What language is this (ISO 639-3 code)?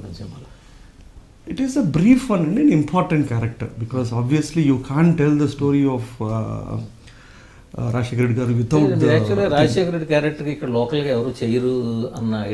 tel